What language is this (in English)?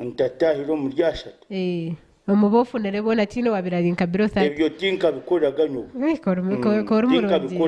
Nyankole